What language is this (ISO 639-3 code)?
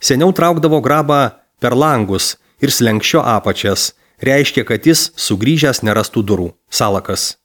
lit